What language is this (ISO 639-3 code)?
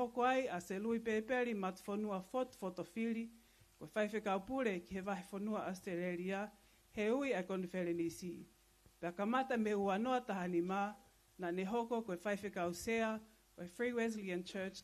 ton